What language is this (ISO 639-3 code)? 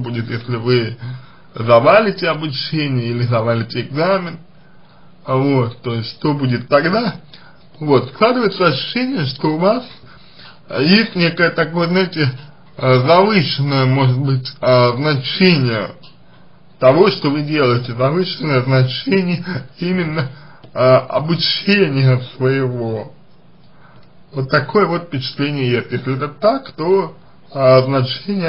rus